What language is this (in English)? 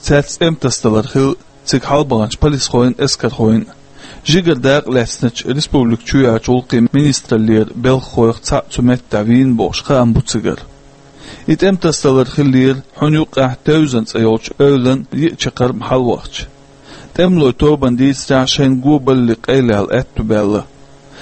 Chechen